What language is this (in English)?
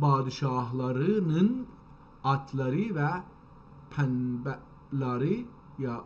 South Azerbaijani